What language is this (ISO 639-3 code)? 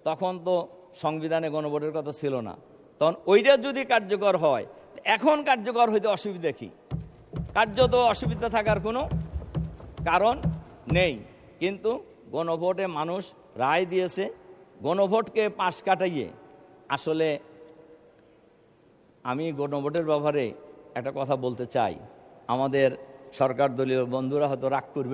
ben